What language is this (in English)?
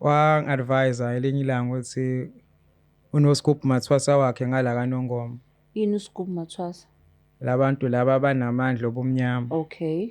Zulu